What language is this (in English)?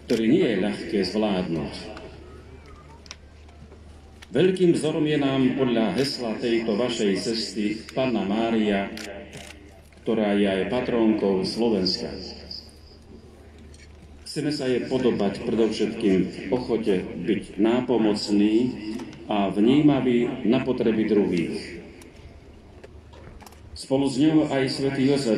Slovak